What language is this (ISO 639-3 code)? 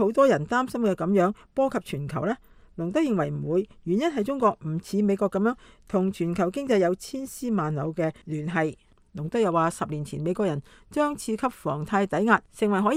yue